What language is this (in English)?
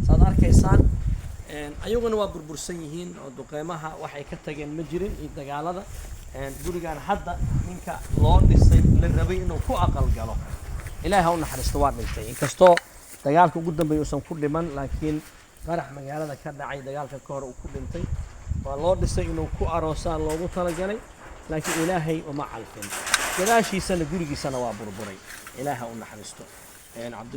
Somali